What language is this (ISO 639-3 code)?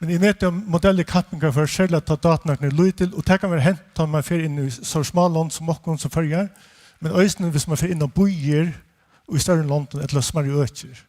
fao